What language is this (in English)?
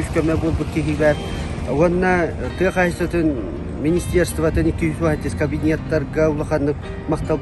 Yakut